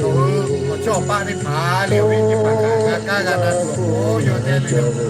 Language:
Lahu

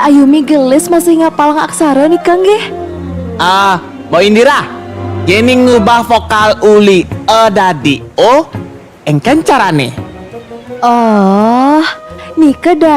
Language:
Balinese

